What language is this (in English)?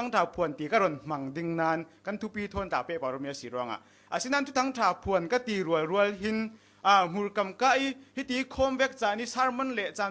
Falam Chin